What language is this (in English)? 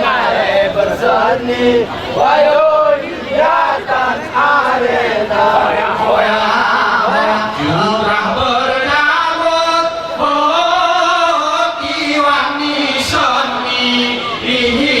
Gayo